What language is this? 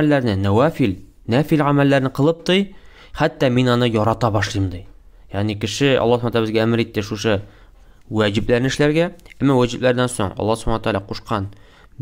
Tatar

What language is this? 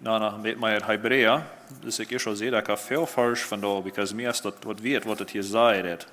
Plautdietsch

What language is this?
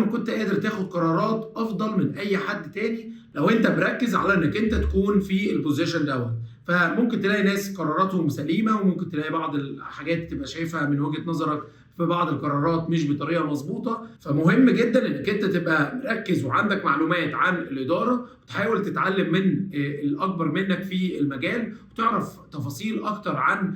Egyptian Arabic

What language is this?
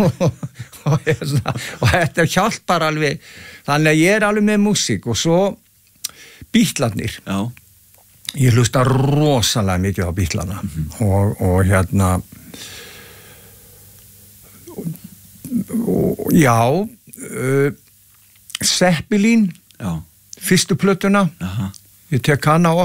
Icelandic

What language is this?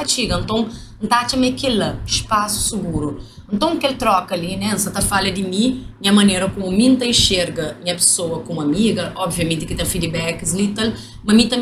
Kabuverdianu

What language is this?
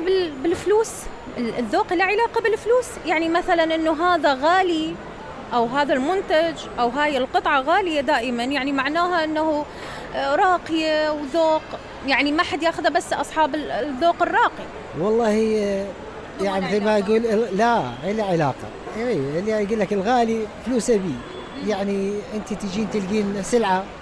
Mesopotamian Arabic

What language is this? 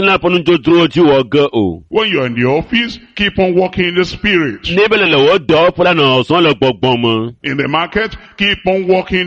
Ewe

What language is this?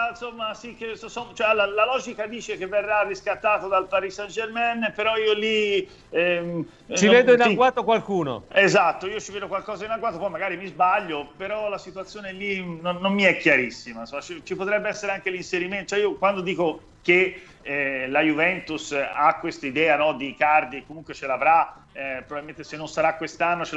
Italian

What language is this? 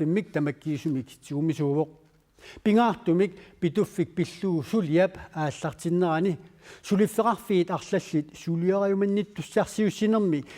Kalaallisut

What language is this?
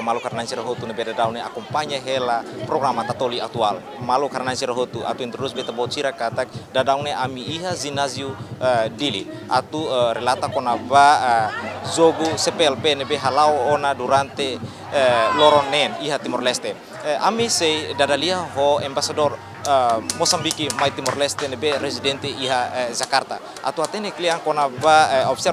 Tetum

